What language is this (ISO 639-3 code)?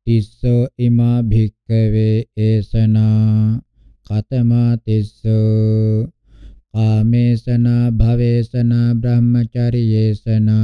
pli